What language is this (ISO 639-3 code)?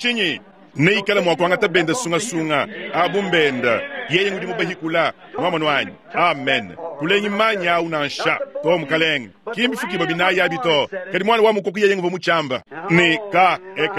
lua